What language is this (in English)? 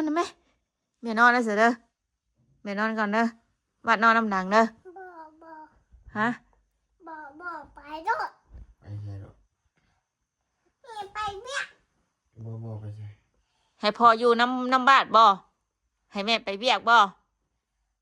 Northeastern Thai